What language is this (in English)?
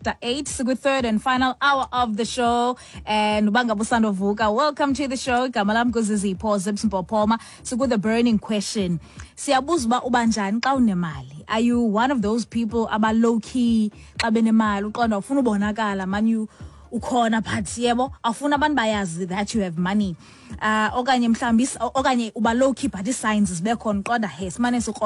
Xhosa